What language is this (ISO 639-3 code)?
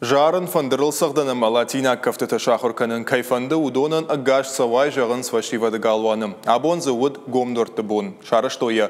oss